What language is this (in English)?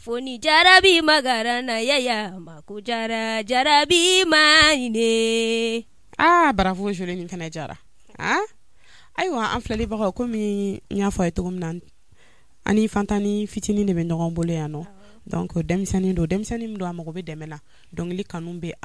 Bambara